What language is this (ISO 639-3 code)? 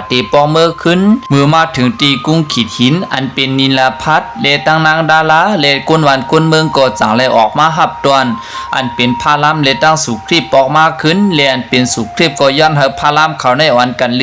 shn